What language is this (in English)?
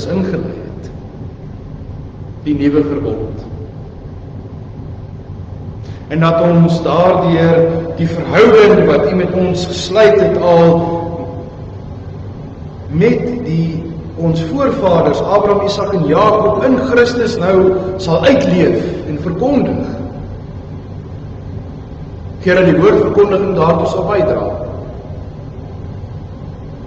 Afrikaans